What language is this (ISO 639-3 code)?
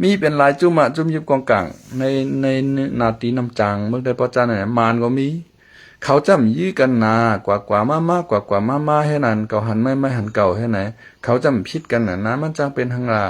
shn